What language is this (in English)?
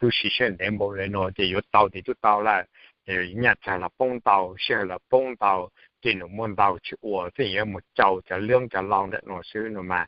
Hmong